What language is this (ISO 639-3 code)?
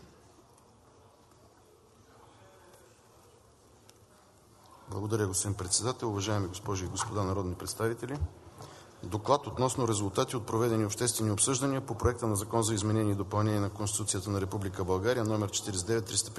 bul